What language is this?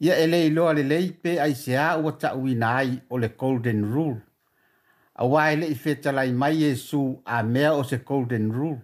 Samoan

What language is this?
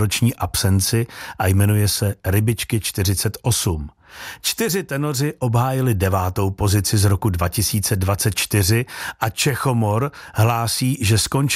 Czech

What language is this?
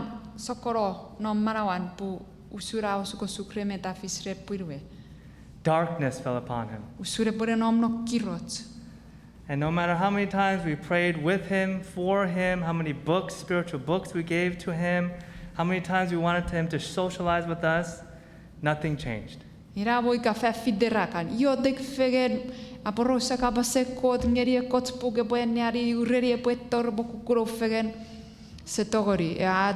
Chuukese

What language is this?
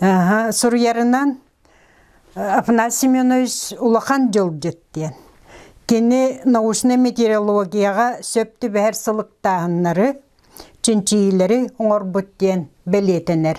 Yakut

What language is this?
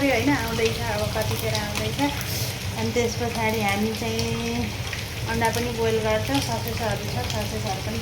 Nepali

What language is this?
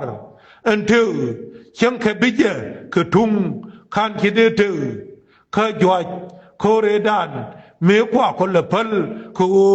Nuer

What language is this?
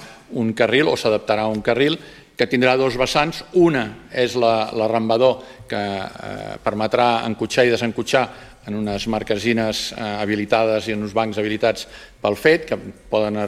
Catalan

